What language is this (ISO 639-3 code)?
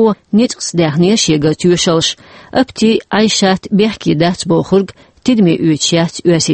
che